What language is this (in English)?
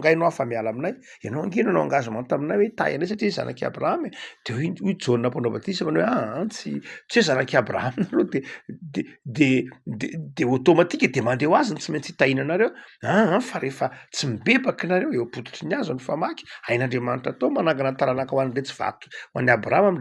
Malagasy